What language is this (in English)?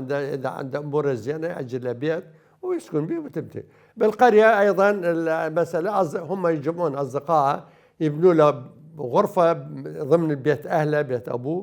Mesopotamian Arabic